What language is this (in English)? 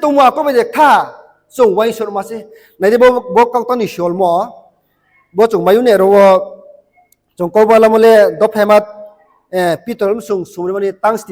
Riang (India)